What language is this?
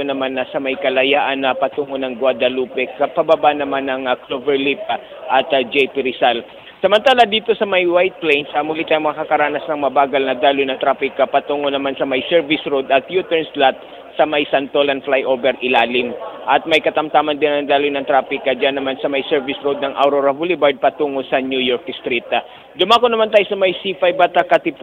Filipino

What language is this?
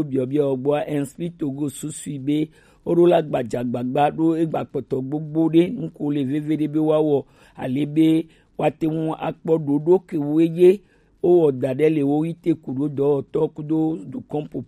Gen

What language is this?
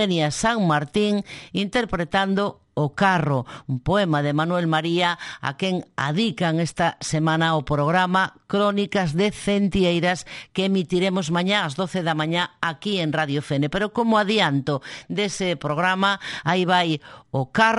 Galician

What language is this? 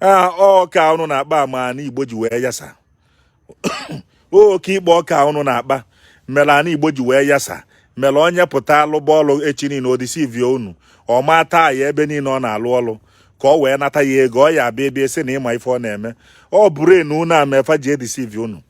Igbo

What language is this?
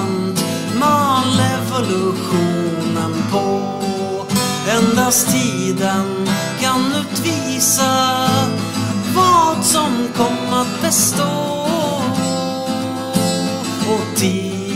Swedish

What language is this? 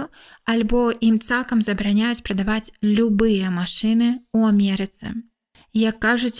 Belarusian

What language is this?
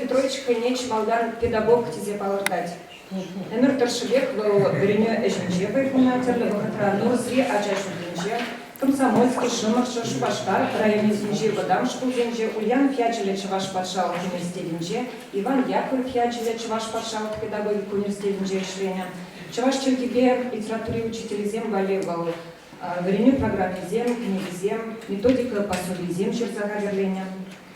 Chuvash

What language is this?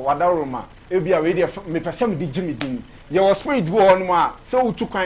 Akan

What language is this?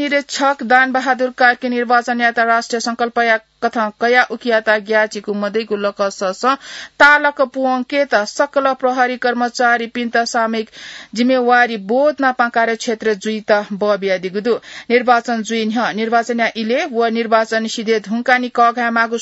Newari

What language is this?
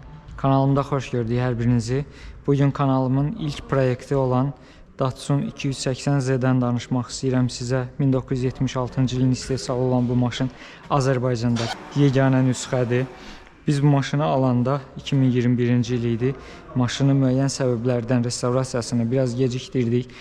Azerbaijani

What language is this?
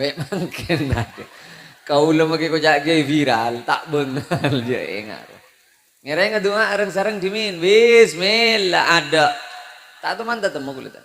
Madurese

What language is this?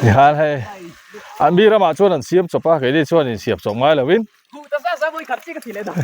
Mizo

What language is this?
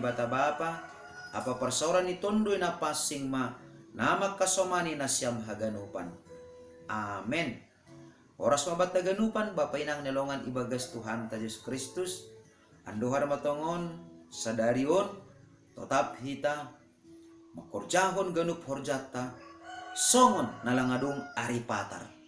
Batak Simalungun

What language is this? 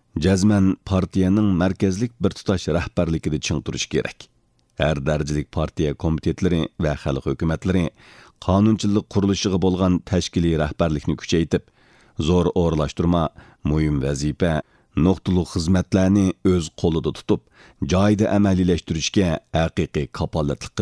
Uyghur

